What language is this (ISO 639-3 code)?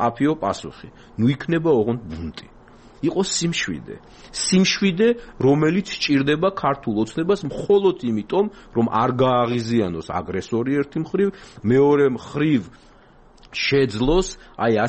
kat